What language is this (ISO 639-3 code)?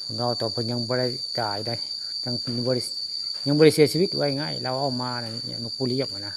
tts